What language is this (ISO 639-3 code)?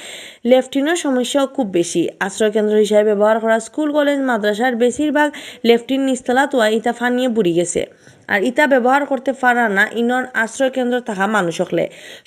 syl